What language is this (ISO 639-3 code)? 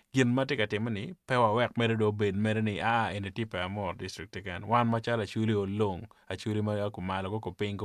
ach